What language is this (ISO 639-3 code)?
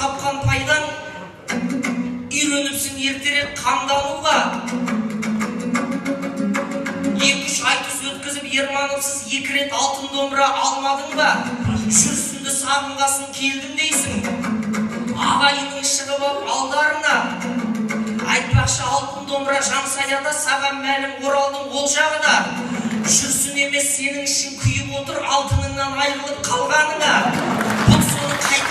kaz